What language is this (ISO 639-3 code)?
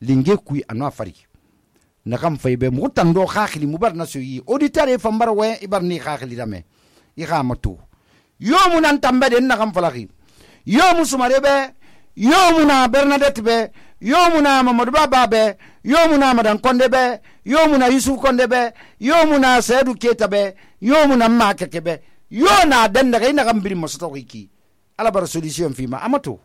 sus